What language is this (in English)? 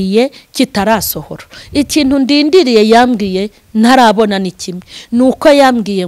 Kinyarwanda